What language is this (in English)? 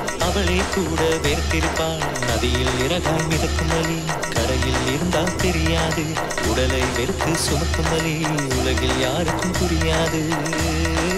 Tamil